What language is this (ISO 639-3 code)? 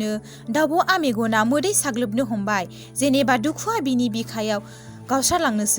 brx